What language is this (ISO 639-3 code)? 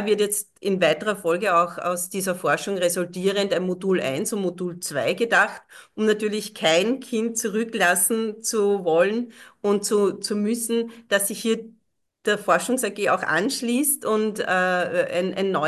deu